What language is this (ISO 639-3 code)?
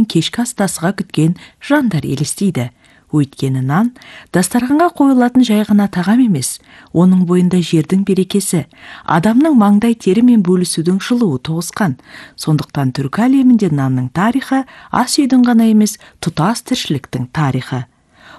kaz